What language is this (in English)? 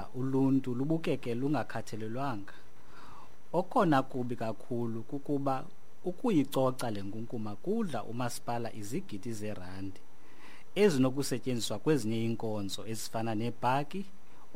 Xhosa